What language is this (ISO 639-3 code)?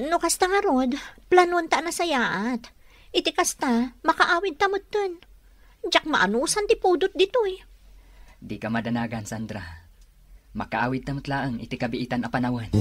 ilo